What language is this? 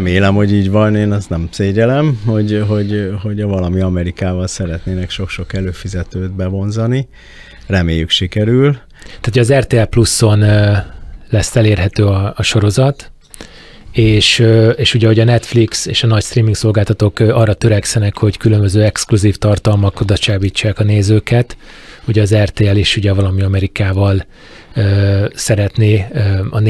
Hungarian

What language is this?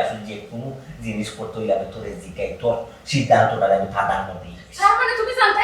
Sylheti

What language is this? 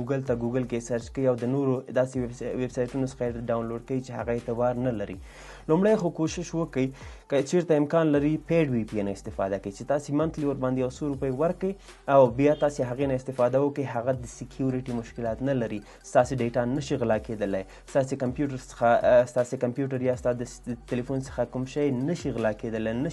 Pashto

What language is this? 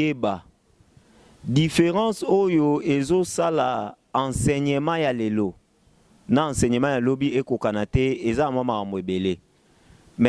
Lingala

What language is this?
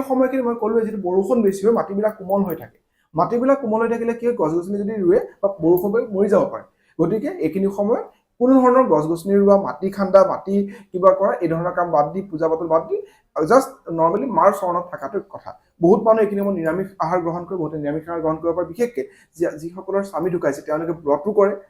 Assamese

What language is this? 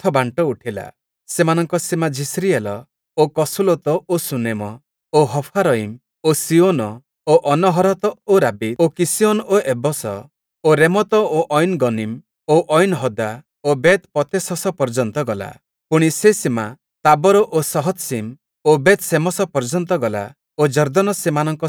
Odia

